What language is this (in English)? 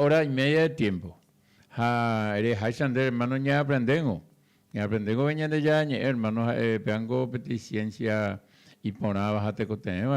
Guarani